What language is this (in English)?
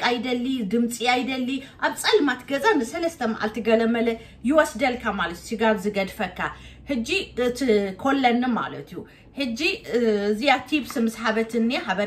Tigrinya